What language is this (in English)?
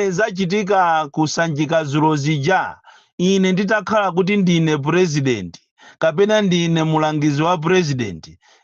Nyanja